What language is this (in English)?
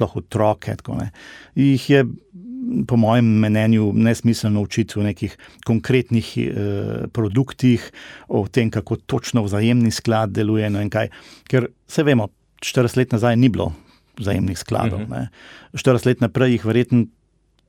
Slovenian